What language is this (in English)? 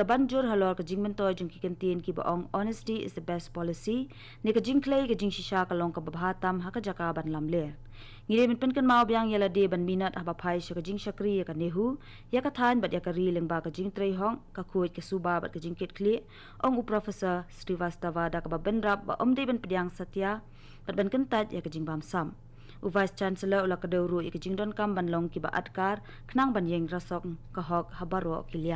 Khasi